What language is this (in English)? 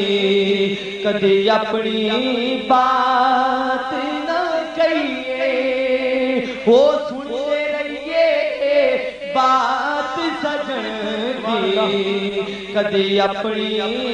Urdu